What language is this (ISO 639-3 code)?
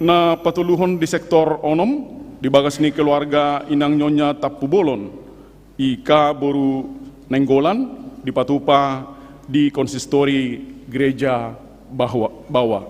bbc